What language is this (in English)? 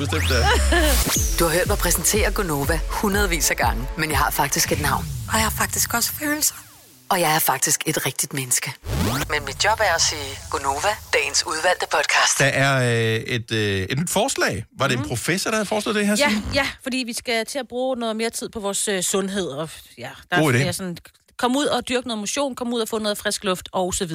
Danish